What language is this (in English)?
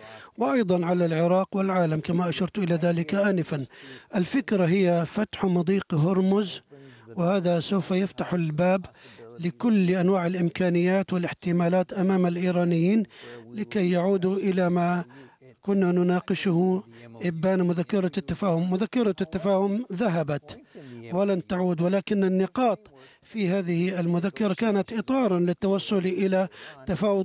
Arabic